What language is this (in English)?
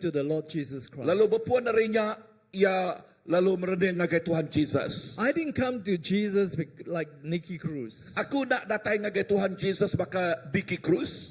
Iban